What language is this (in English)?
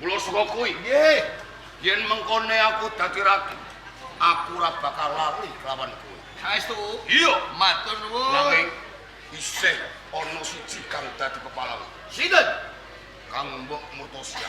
Javanese